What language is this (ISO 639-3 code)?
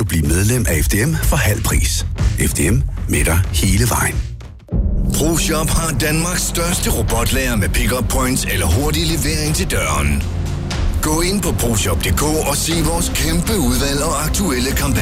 dan